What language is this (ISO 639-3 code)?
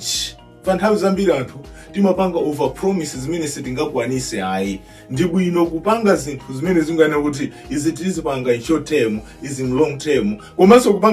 nya